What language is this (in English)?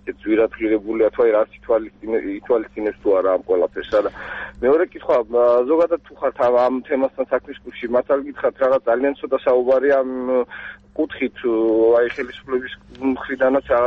Georgian